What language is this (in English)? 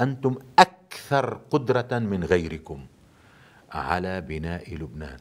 North Levantine Arabic